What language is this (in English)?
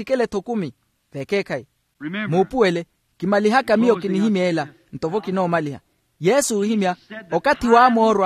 Makhuwa